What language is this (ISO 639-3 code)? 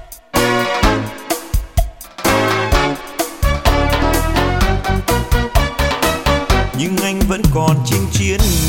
vie